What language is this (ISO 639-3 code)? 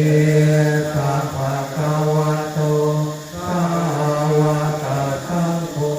pli